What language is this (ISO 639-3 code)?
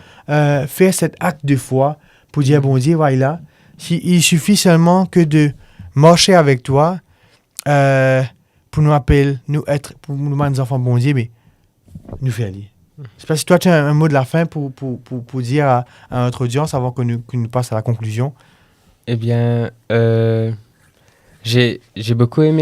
mfe